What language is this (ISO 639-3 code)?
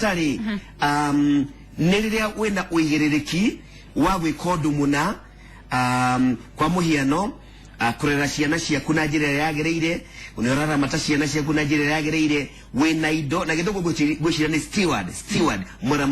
kik